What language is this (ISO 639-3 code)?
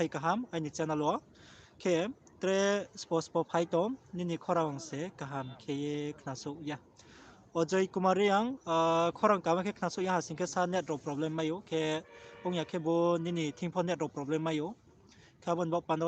ria